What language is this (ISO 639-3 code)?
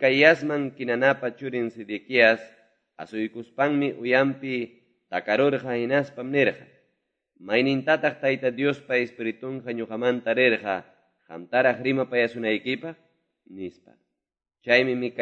que